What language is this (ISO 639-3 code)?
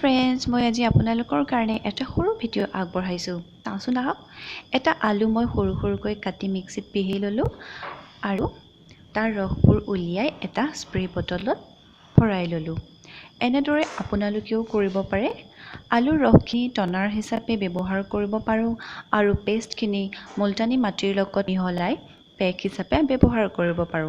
asm